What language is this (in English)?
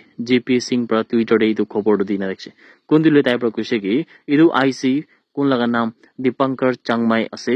Naga Pidgin